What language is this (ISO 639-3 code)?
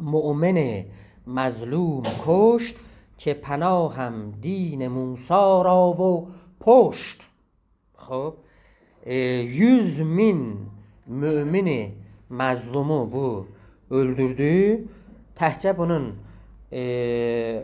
azb